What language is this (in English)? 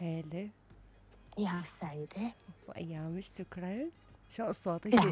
Mesopotamian Arabic